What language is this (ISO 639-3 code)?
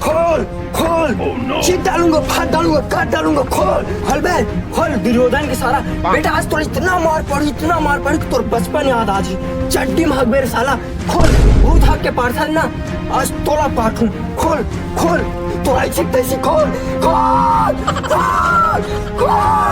hne